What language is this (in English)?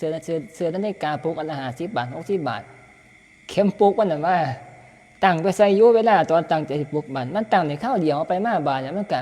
Northeastern Thai